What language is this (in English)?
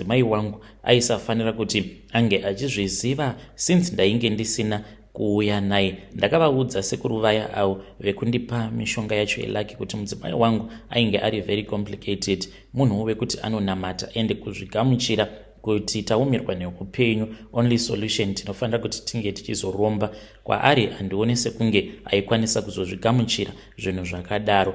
Shona